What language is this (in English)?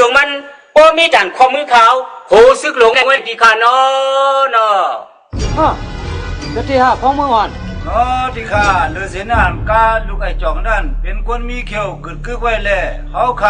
Shan